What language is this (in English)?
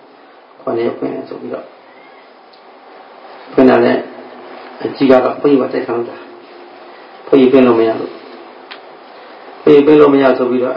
Burmese